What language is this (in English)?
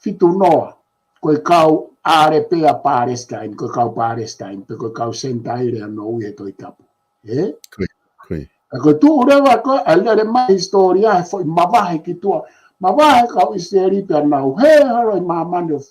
Tongan